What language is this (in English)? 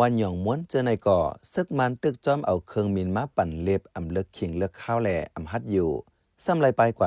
Shan